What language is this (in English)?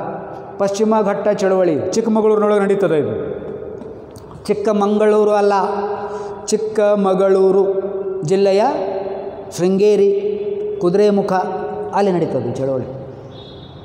Kannada